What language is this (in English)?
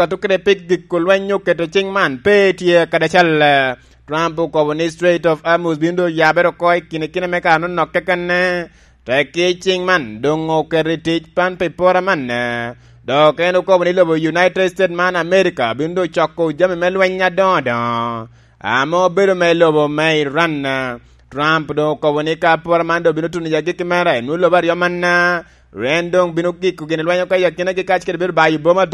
Lango (Uganda)